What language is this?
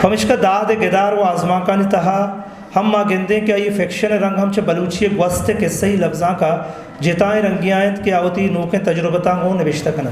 Eastern Balochi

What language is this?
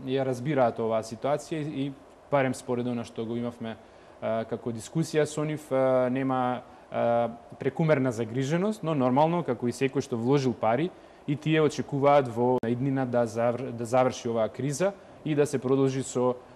Macedonian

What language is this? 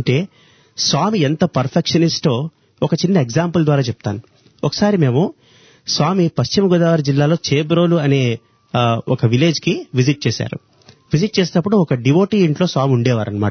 Telugu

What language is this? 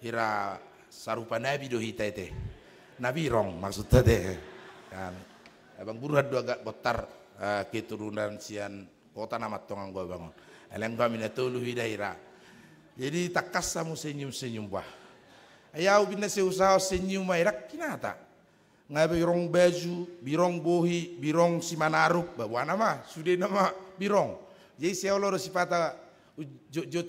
Batak Toba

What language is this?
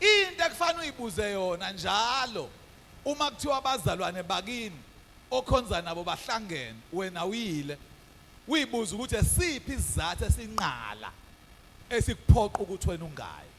Zulu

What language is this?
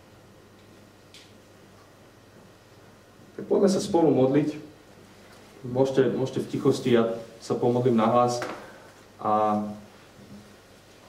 Slovak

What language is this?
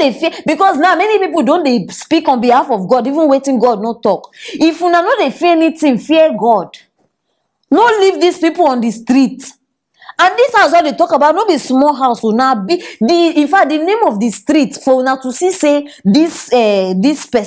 Nigerian Pidgin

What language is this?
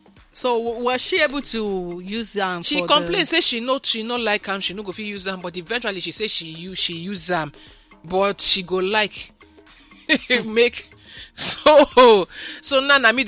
Nigerian Pidgin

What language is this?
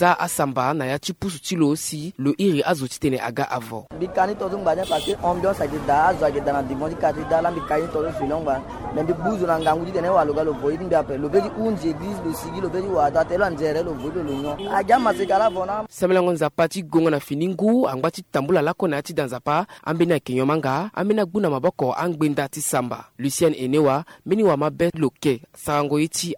Sango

